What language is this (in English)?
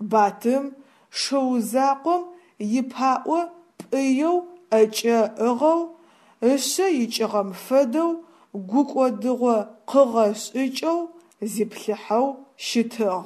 Adyghe